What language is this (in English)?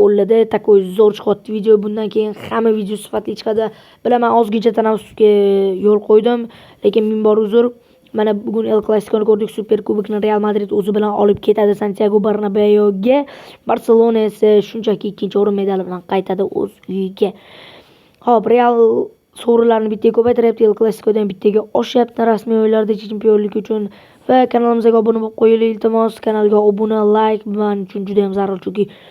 Uzbek